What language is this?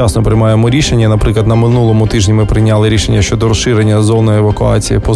Ukrainian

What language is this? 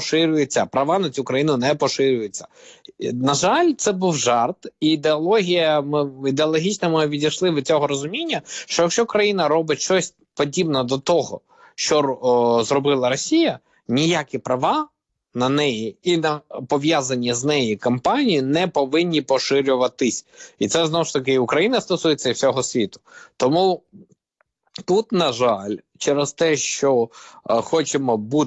Ukrainian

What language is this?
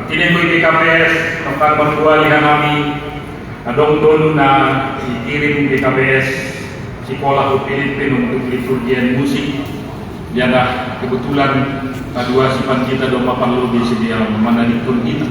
Batak Simalungun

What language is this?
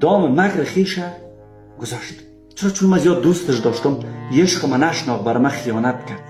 Persian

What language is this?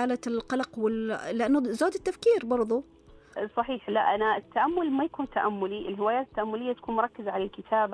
Najdi Arabic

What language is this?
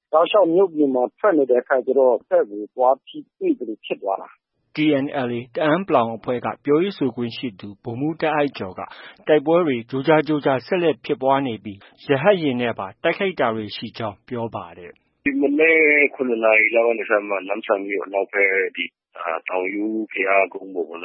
Burmese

